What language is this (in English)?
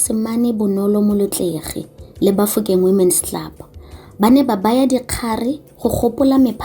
Tswana